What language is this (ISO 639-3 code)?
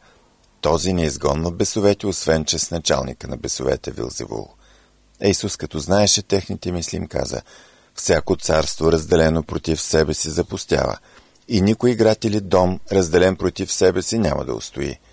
bul